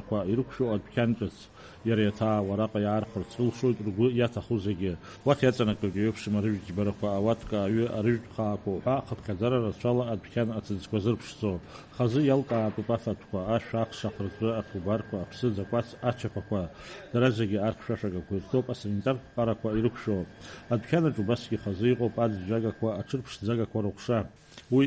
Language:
Abkhazian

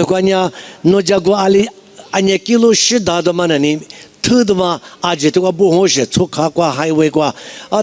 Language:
Lisu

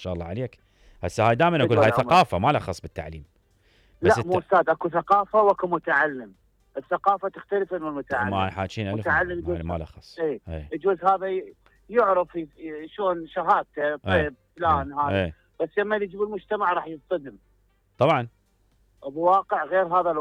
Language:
Mesopotamian Arabic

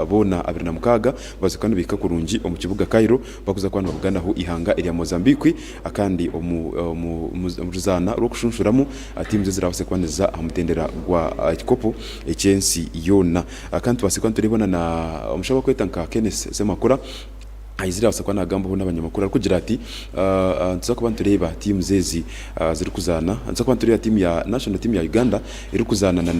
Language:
Nyankole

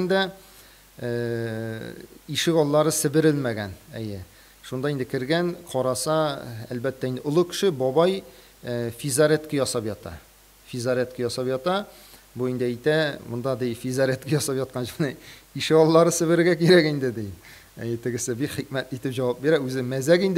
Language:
Tatar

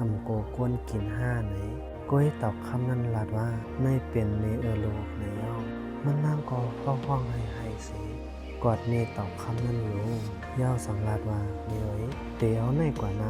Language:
Shan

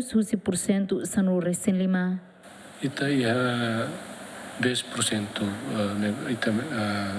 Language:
Tetum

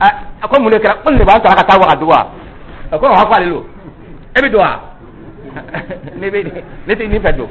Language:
Dyula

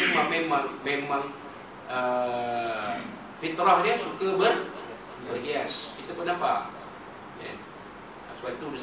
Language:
Malay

